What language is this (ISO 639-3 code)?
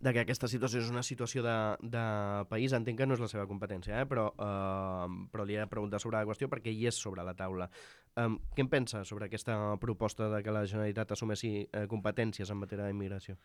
cat